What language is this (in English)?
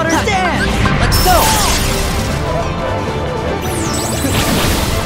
English